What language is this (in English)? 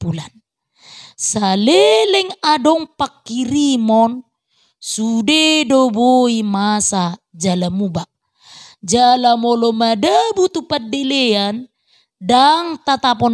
Batak Toba